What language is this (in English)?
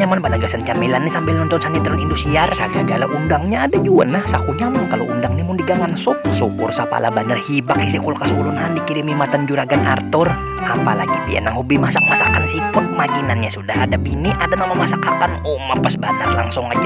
Banjar